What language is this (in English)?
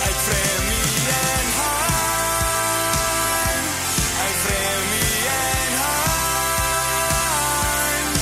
Plautdietsch